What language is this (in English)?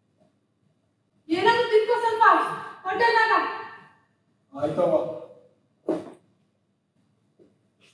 Kannada